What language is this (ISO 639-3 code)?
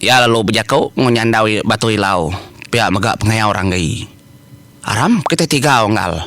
iba